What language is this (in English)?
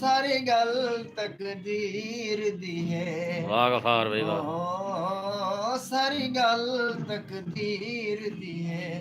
Saraiki